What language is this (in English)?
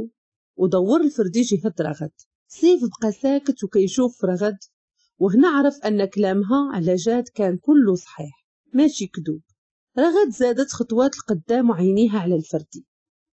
Moroccan Arabic